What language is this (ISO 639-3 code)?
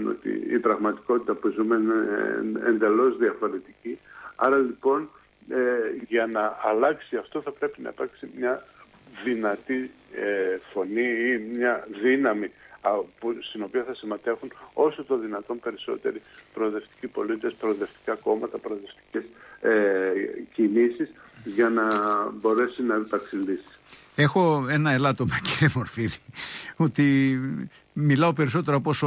ell